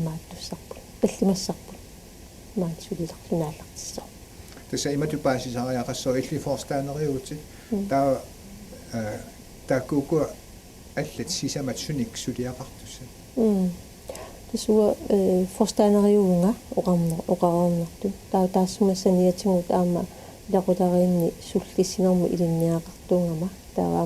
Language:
Kalaallisut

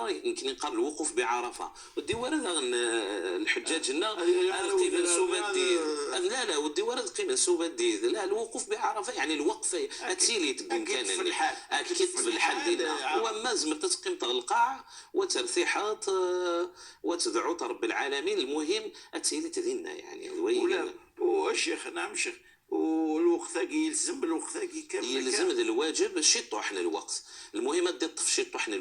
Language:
Moroccan Arabic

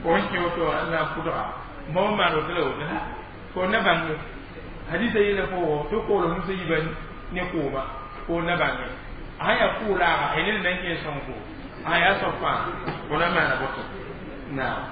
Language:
Mossi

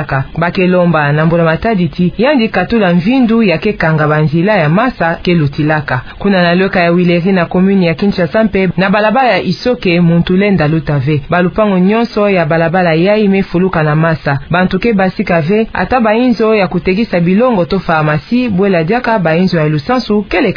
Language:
Kituba (Democratic Republic of Congo)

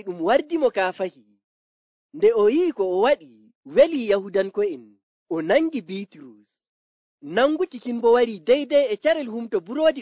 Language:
Nigerian Fulfulde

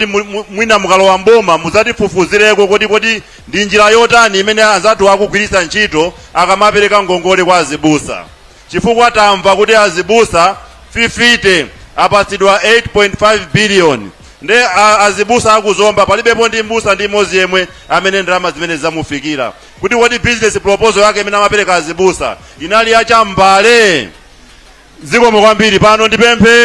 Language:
Nyanja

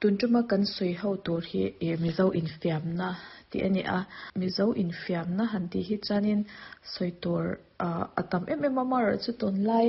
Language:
Mizo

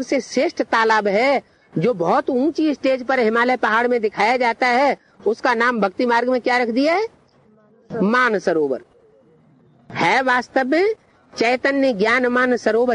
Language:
Hindi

